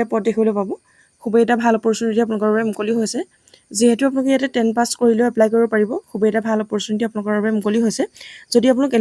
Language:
Assamese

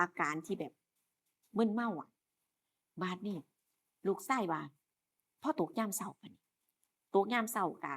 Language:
Northeastern Thai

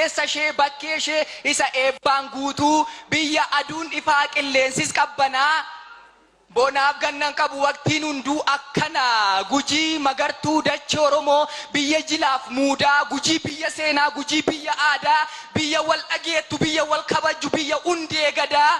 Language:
Oromo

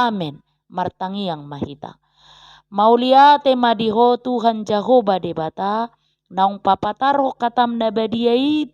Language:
Batak Toba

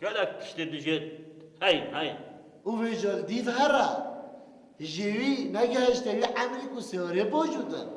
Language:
Kurdish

